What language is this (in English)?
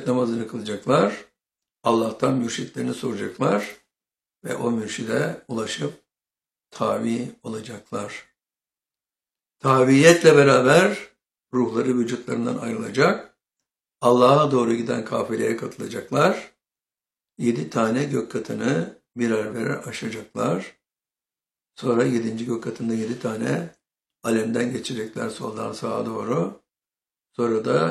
Turkish